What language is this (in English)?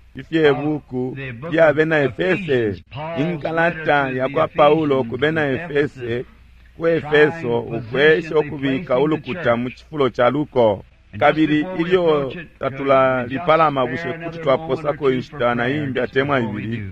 Bemba